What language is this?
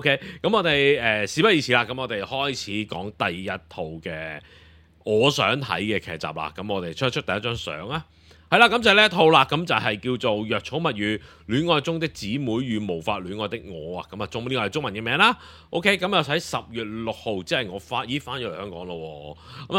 Cantonese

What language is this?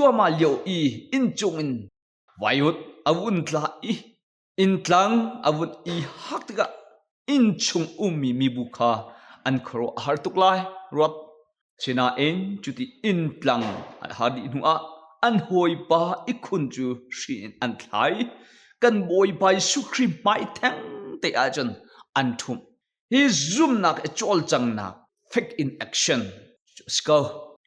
Hakha Chin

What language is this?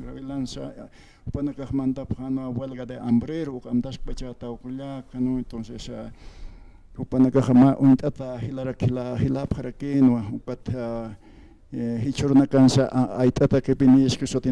Aymara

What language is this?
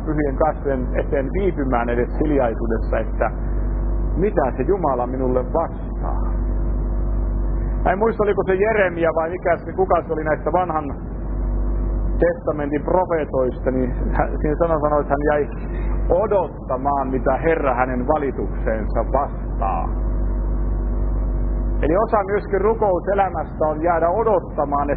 Finnish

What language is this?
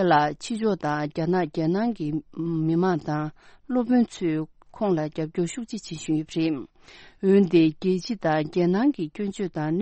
Tibetan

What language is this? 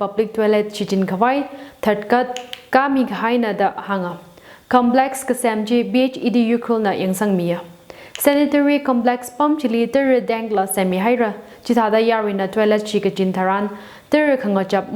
Tangkhul Naga (India)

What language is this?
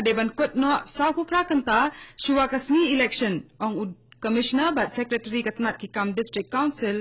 Khasi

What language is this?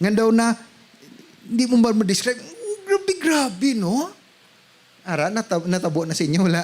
Hiligaynon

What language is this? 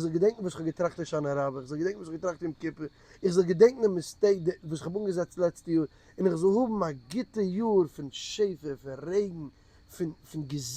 Yiddish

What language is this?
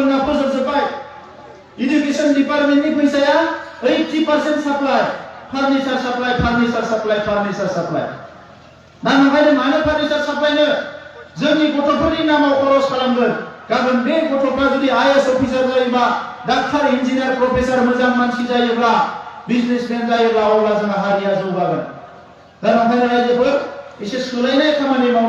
Bodo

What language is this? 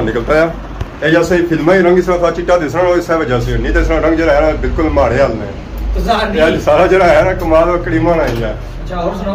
Pahari-Potwari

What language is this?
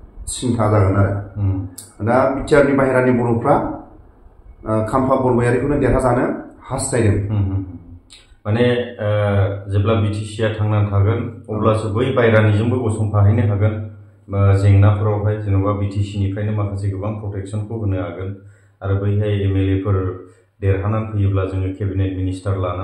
Bodo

